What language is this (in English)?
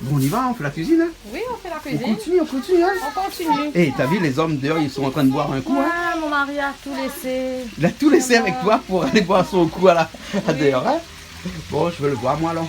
Réunion Creole French